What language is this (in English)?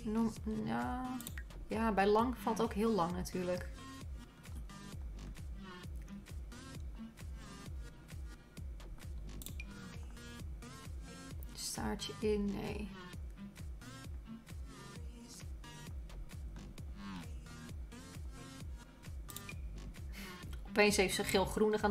Dutch